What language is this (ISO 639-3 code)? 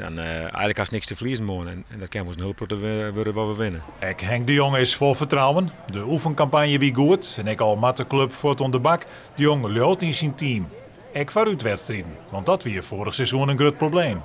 fry